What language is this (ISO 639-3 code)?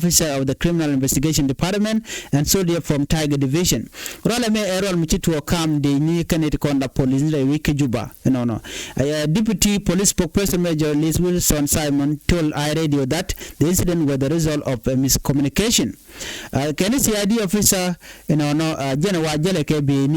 nus